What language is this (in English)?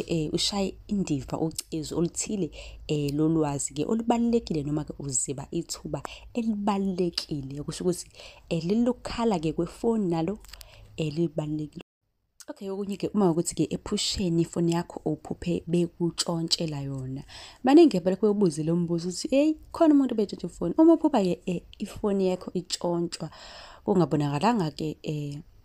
Zulu